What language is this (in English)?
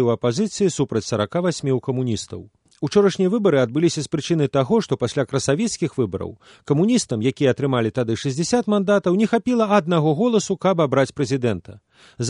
Belarusian